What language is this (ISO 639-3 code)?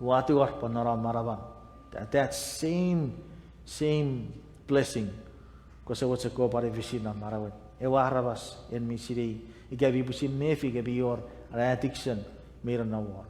chk